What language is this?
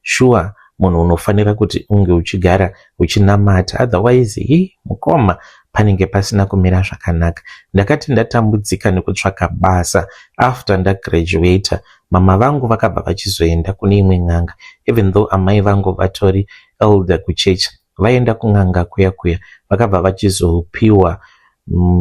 Shona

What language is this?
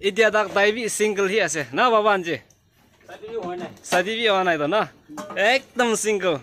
Naga Pidgin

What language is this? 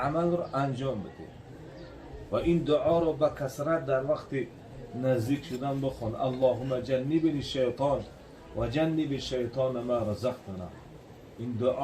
Tajik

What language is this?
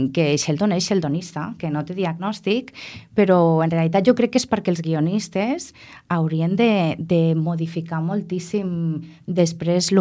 Catalan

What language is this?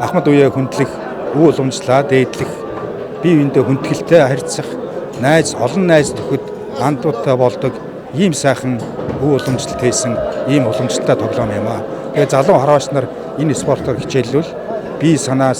Mongolian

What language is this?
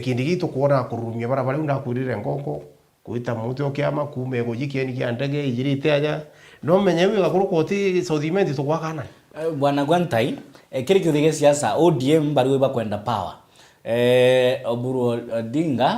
Meru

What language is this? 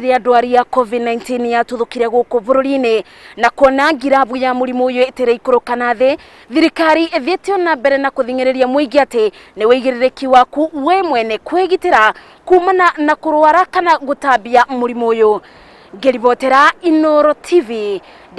Kikuyu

